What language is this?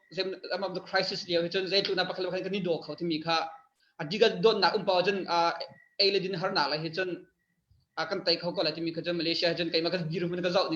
Hakha Chin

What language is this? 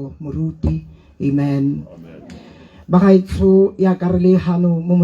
Tswana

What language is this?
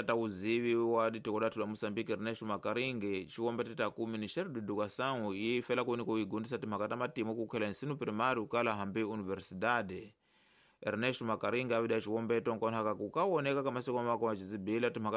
Tsonga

